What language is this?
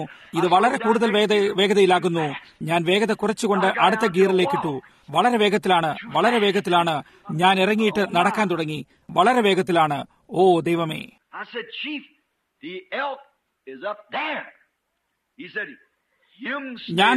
Malayalam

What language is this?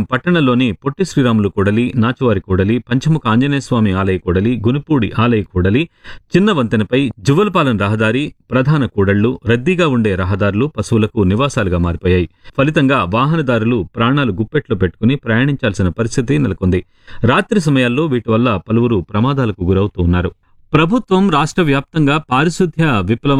Telugu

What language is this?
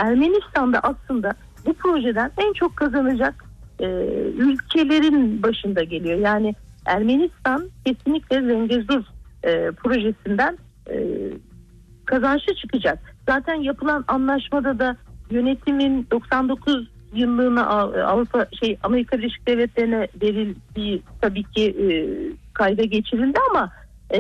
Turkish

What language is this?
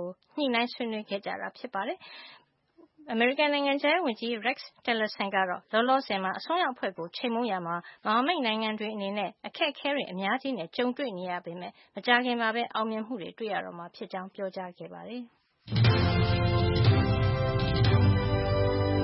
Burmese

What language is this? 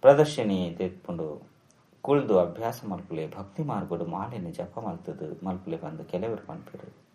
Tulu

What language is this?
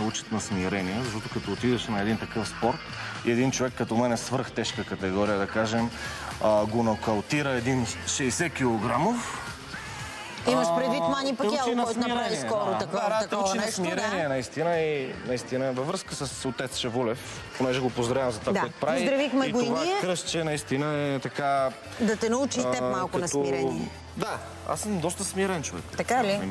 Bulgarian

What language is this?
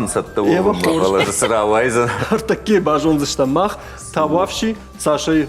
Ossetic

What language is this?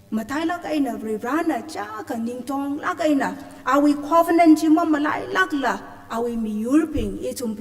Tangkhul Naga (India)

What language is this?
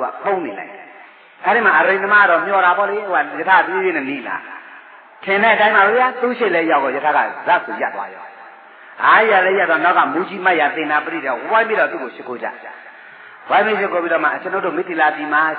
Burmese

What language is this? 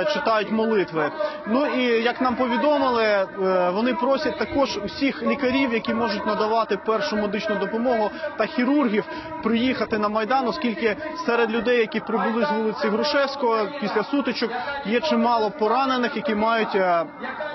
Ukrainian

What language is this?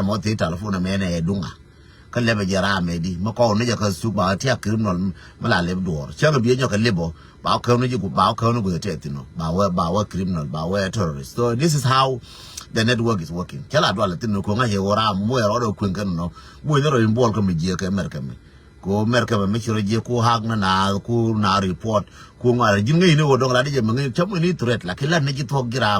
Nuer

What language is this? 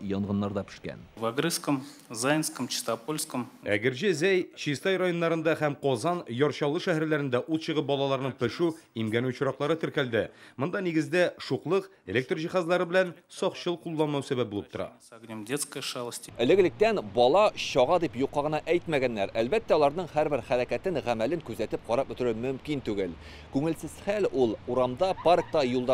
Tatar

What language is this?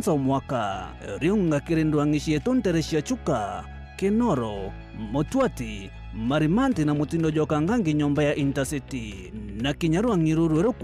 Meru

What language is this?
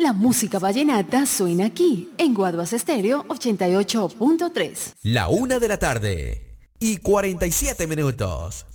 Spanish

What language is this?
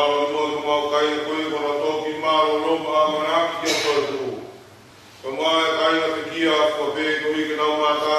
Tongan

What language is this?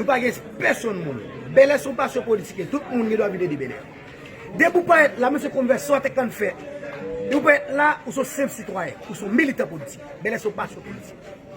Haitian Creole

